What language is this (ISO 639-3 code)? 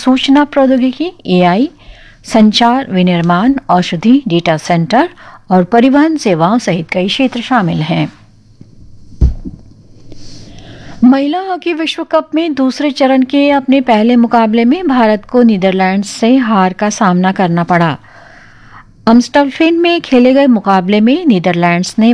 hin